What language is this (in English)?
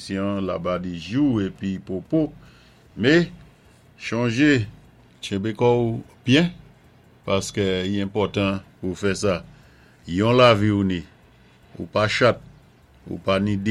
Saint Lucian Creole French